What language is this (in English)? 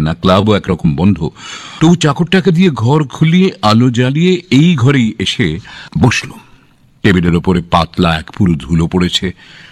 Bangla